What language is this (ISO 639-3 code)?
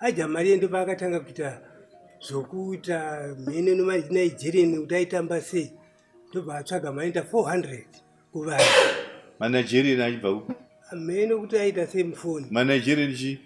sna